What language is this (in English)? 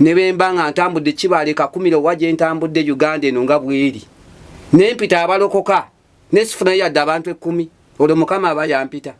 Ganda